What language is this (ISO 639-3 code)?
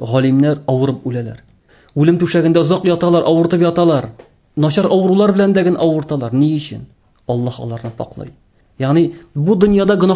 tat